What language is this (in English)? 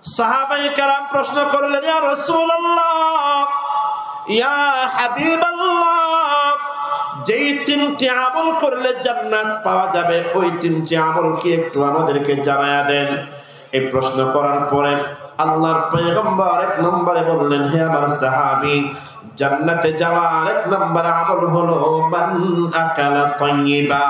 Rohingya